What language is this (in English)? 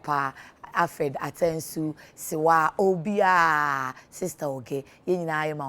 Akan